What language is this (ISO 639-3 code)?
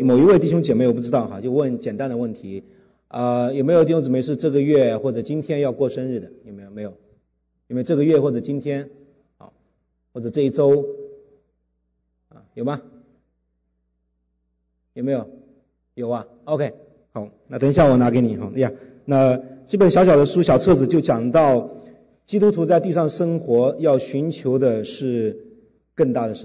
zho